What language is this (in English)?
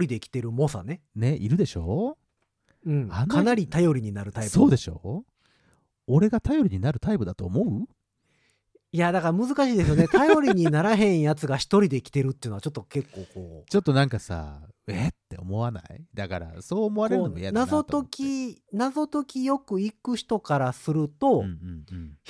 Japanese